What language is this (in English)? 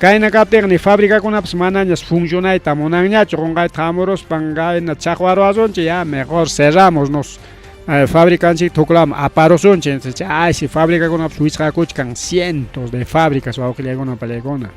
Ayacucho Quechua